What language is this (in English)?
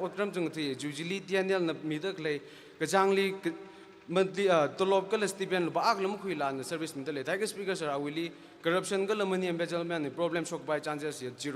Tangkhul Naga (India)